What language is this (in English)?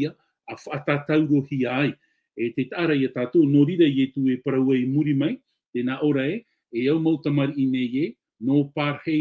Tahitian